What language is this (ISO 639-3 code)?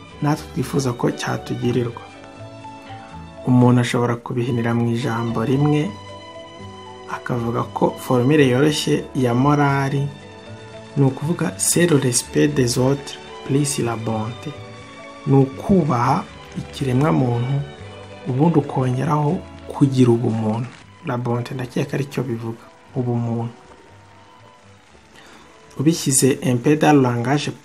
kin